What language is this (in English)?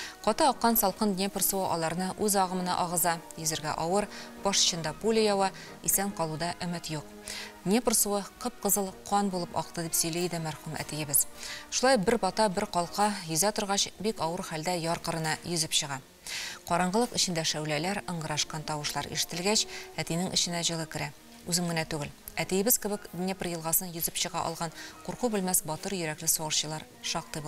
Tatar